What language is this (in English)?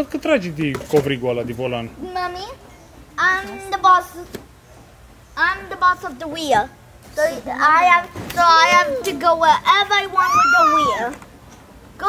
Romanian